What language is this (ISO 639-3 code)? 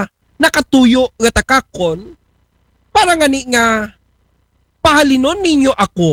akl